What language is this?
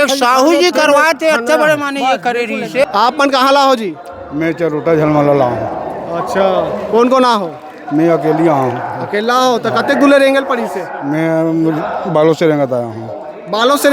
Chhattisgarhi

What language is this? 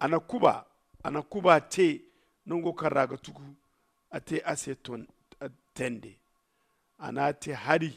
Zarma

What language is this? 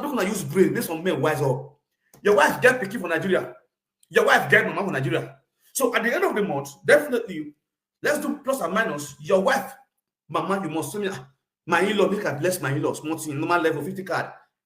Nigerian Pidgin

